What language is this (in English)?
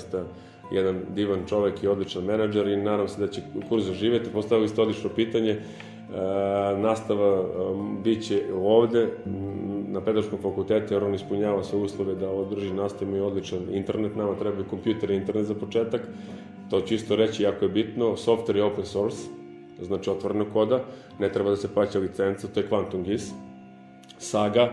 Bosnian